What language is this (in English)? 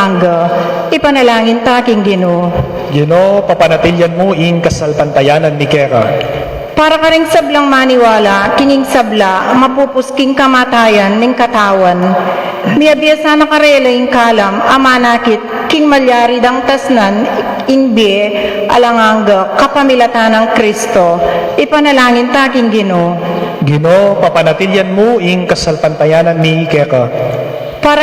Pampanga